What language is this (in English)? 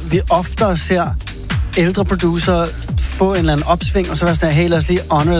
Danish